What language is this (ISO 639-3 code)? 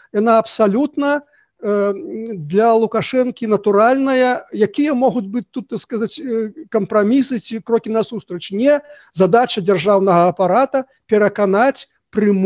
bel